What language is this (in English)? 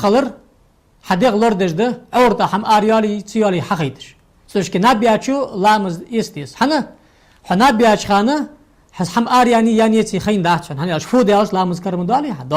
Ingush